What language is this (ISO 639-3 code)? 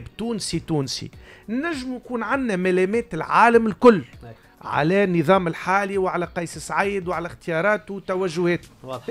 aeb